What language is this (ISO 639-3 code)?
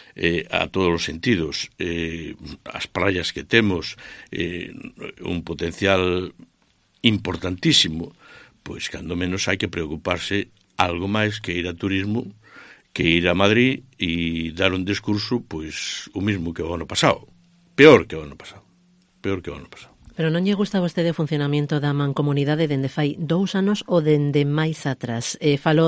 glg